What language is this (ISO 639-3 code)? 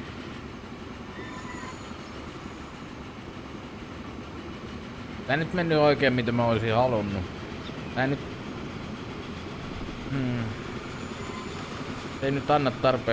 fin